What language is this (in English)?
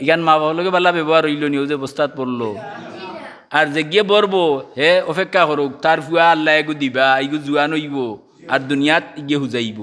Sylheti